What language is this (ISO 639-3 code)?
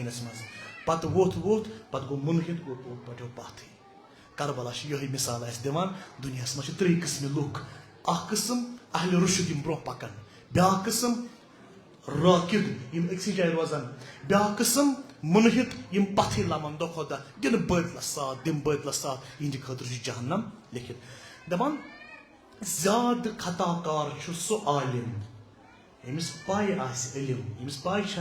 kas